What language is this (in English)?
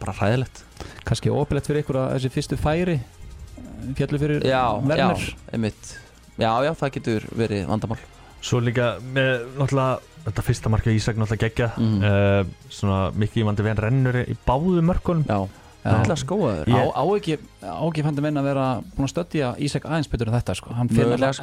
Icelandic